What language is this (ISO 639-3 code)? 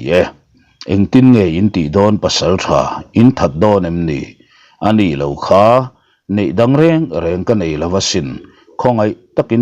lus